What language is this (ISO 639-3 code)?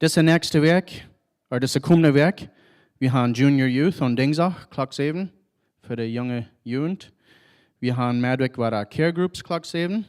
pdt